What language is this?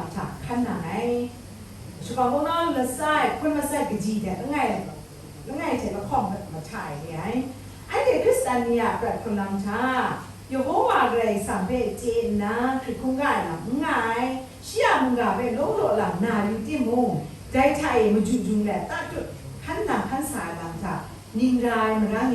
Kachin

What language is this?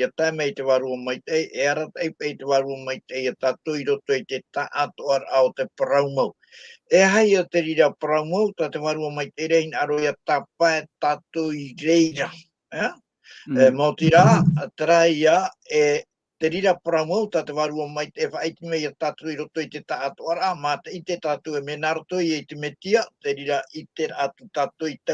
Tahitian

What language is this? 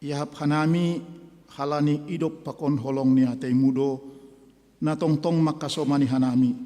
Batak Simalungun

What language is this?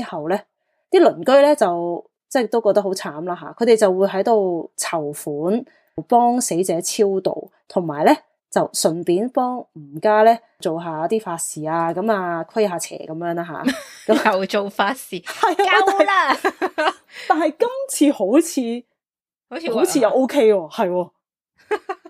Cantonese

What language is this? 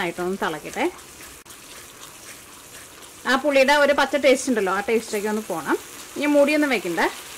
Malayalam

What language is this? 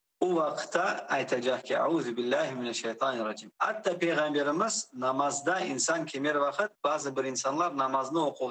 Crimean Tatar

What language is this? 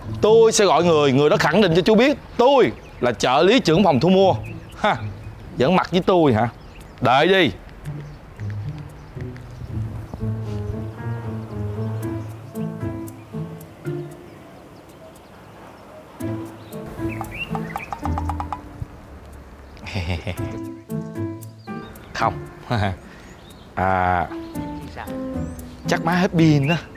Vietnamese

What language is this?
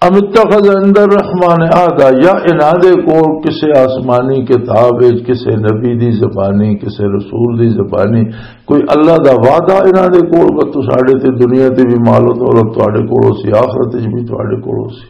Western Panjabi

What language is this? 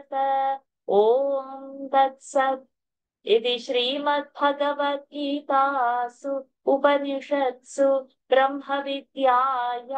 Sanskrit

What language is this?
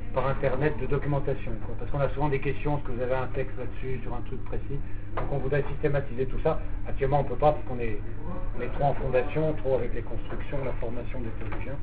French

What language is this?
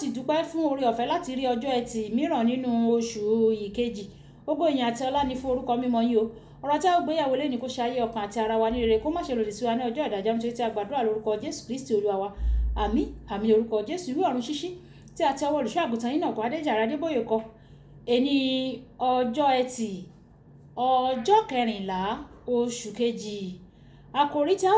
Yoruba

